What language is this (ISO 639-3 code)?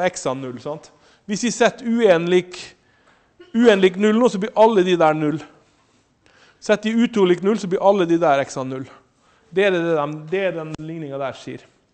nor